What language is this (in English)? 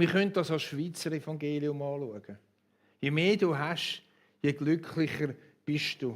Swiss German